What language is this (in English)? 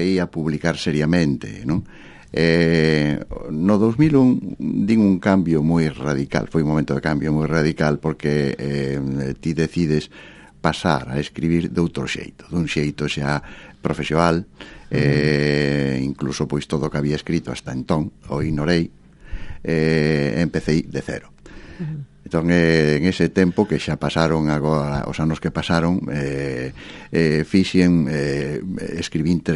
Galician